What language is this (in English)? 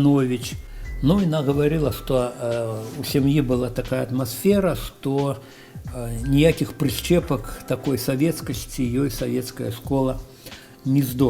Belarusian